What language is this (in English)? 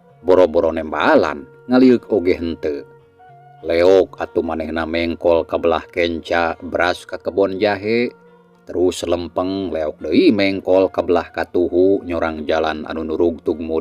Sundanese